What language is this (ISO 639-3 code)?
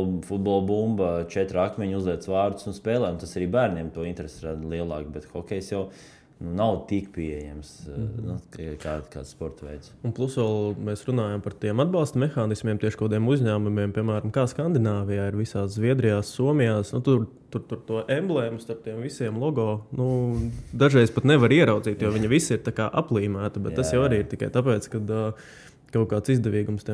lav